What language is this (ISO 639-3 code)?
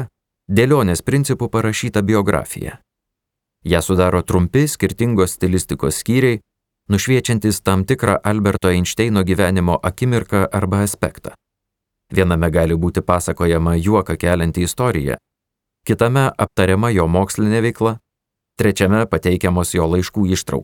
lit